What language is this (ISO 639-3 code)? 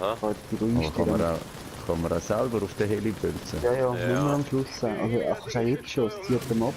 gsw